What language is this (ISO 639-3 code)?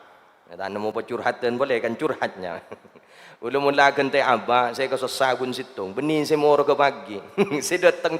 mad